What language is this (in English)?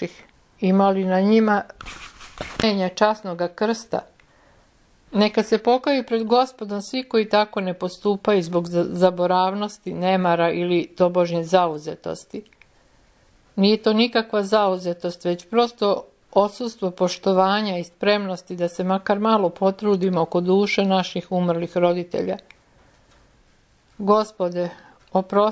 Serbian